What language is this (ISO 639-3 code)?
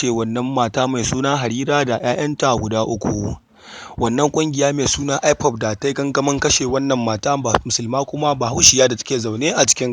hau